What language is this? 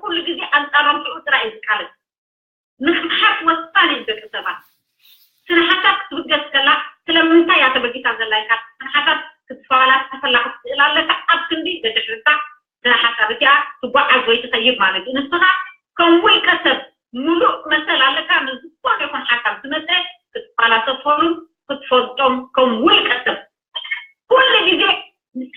Tigrinya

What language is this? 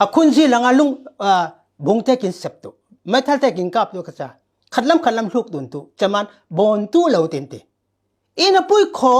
Falam Chin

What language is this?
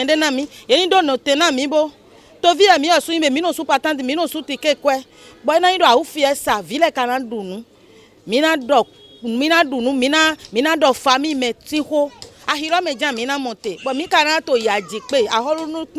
Fon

